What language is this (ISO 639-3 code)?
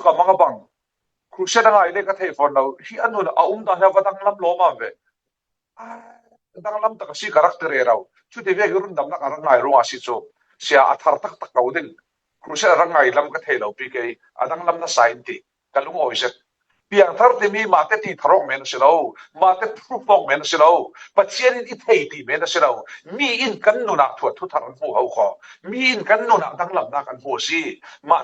cfm